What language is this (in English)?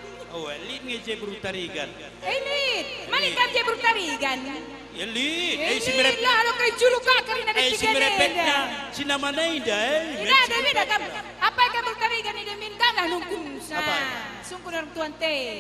Batak Karo